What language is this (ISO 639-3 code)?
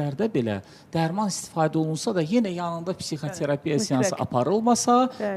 aze